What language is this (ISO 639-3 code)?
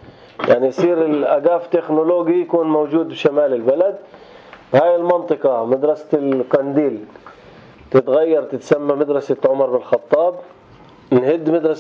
apc